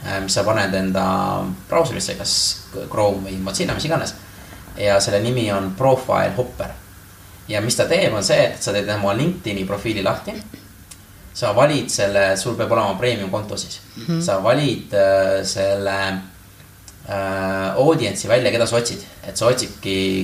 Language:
Estonian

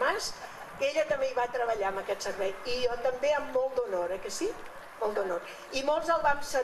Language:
Catalan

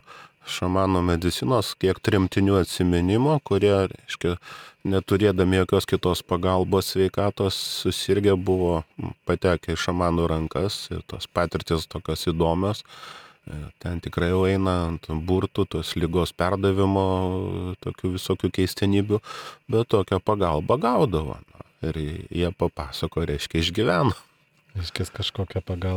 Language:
Lithuanian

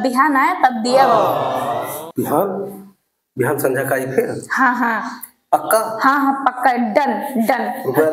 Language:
Awadhi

